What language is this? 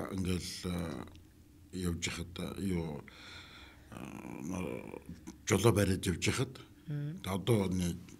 Mongolian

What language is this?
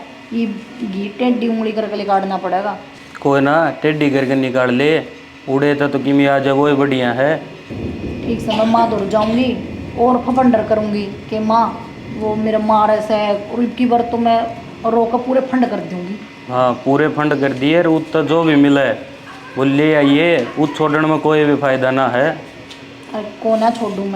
Haryanvi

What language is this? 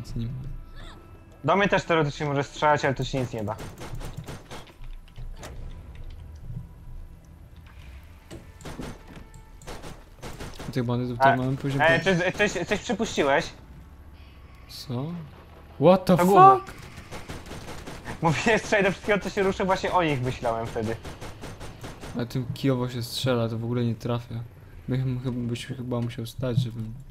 Polish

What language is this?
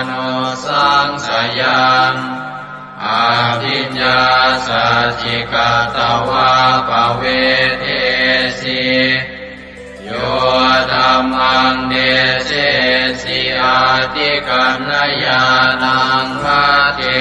Pali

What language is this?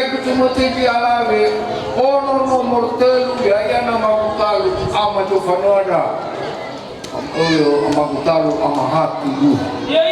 Nias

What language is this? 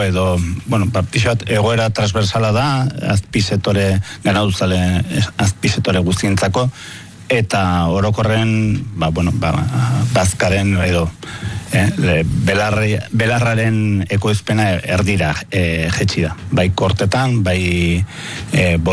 Basque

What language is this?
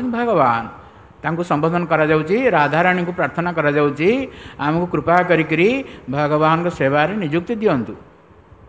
Odia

